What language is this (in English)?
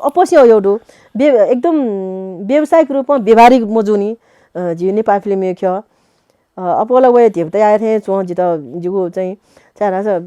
Newari